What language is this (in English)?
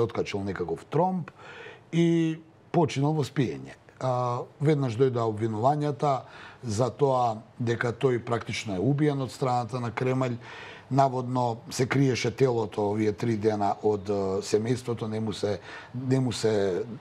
Macedonian